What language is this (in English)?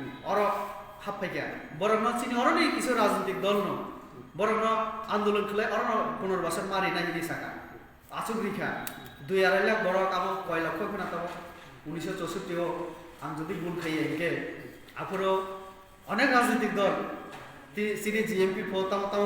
Kok Borok